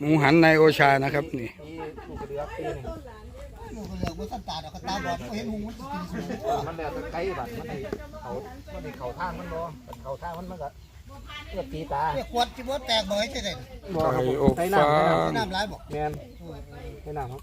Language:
Northeastern Thai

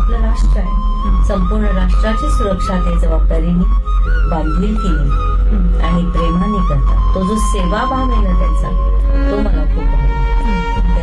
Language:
Marathi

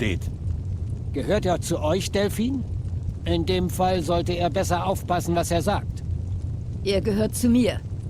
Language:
Swiss German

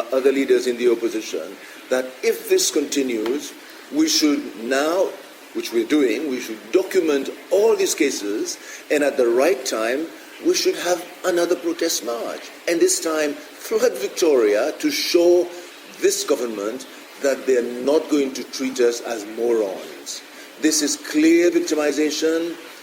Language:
Seselwa Creole French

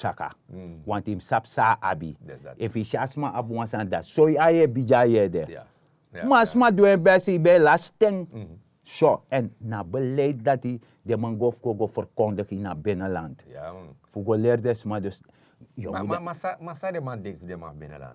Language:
Sranan Tongo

